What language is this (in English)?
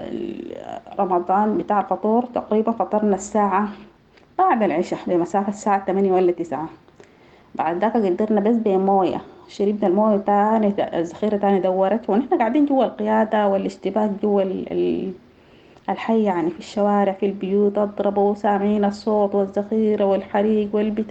Sudanese Arabic